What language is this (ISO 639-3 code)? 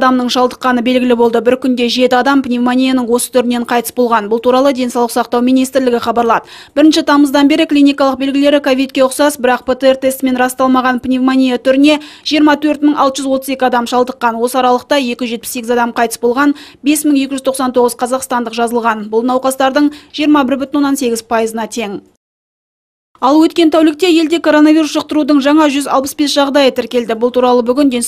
kaz